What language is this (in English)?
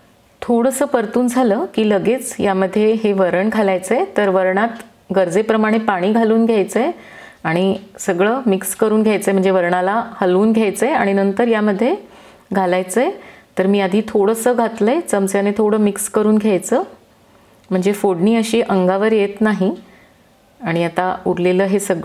Marathi